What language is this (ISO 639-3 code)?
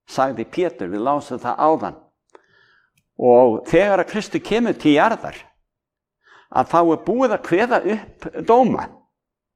isl